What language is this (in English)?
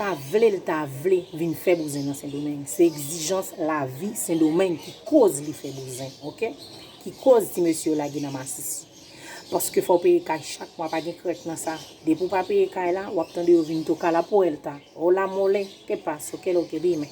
Haitian Creole